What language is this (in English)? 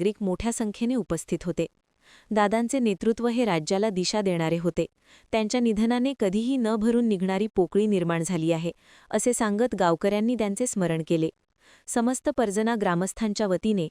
Marathi